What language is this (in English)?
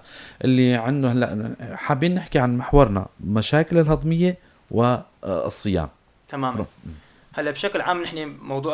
North Levantine Arabic